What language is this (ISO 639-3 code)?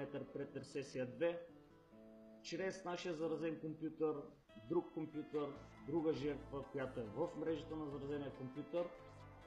bul